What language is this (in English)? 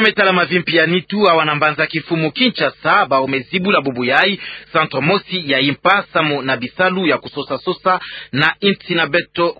Kituba (Democratic Republic of Congo)